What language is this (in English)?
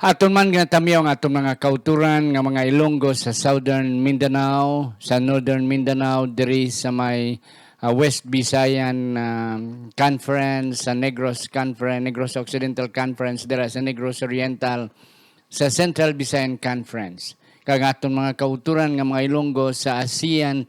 Hiligaynon